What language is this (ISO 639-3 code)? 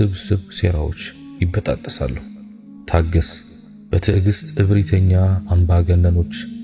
amh